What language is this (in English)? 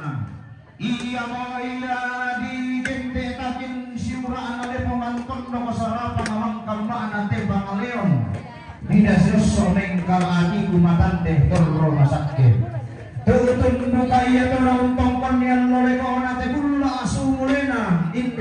Toraja-Sa'dan